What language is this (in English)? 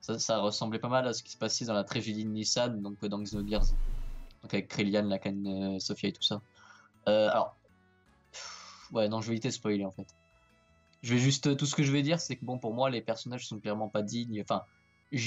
French